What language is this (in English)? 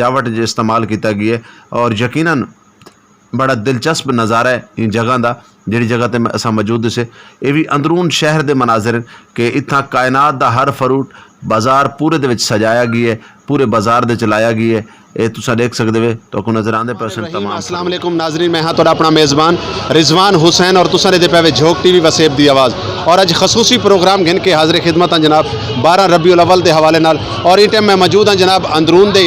Saraiki